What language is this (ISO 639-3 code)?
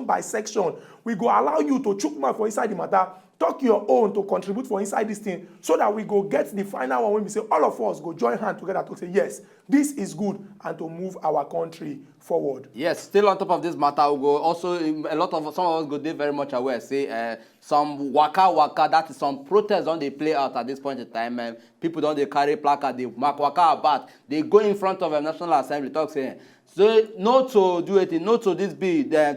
pcm